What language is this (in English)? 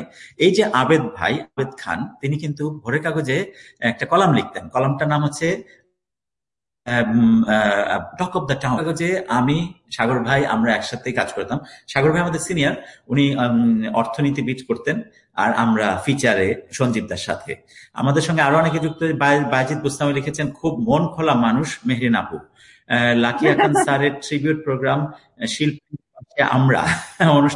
Bangla